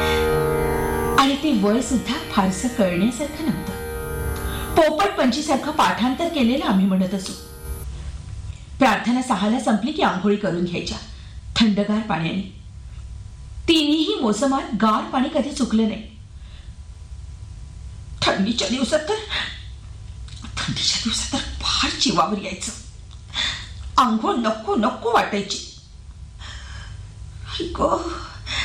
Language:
Marathi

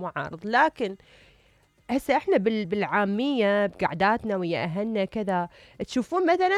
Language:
Mesopotamian Arabic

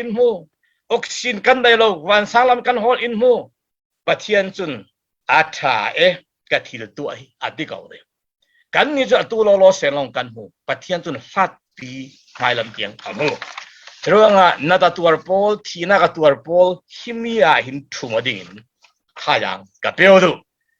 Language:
Falam Chin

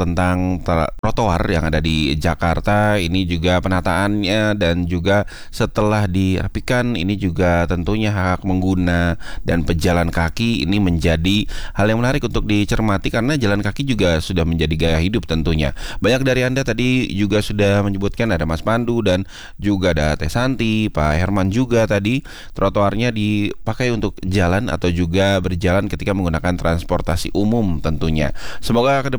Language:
Indonesian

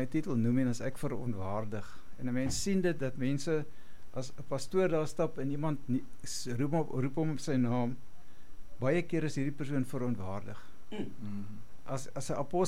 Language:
Afrikaans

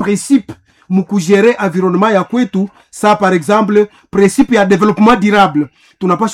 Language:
Swahili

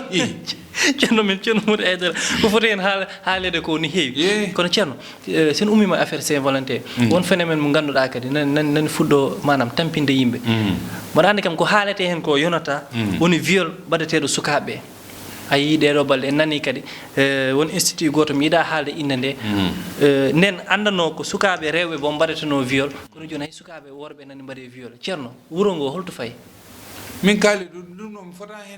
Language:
Fula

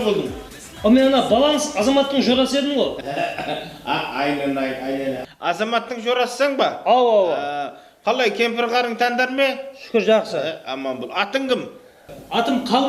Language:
Kara-Kalpak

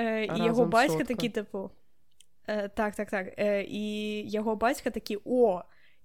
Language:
Belarusian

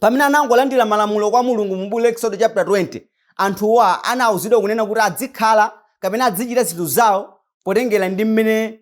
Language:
Nyanja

